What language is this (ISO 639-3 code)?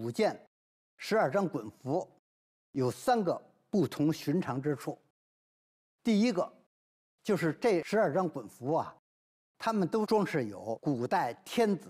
zho